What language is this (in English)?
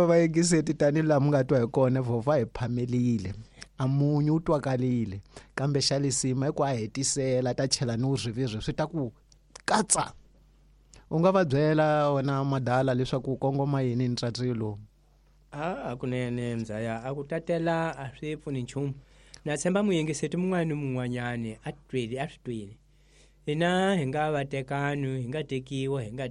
Tsonga